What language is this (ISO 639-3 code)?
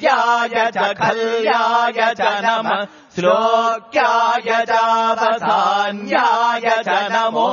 san